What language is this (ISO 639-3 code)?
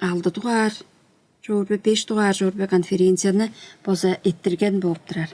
tyv